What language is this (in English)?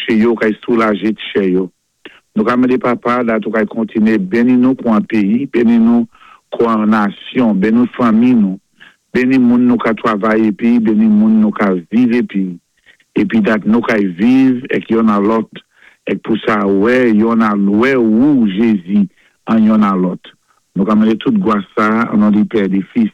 Saint Lucian Creole French